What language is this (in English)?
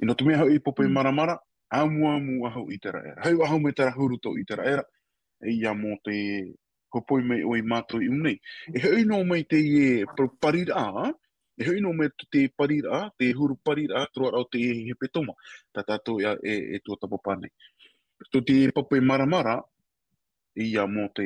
Tahitian